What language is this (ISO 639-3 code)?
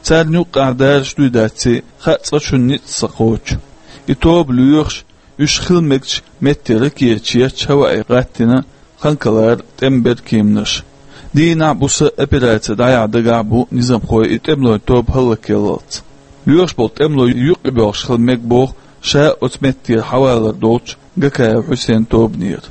che